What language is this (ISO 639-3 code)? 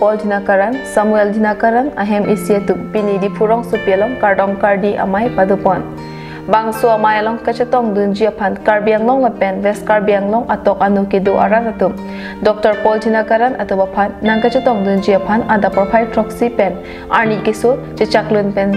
mjw